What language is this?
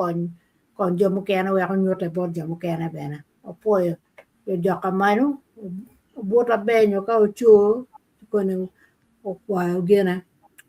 Acoli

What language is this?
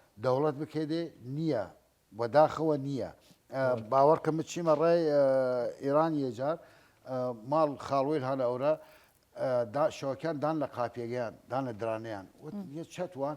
Southern Kurdish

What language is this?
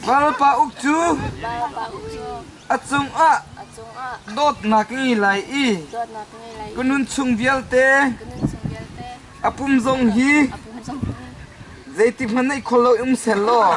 Hakha Chin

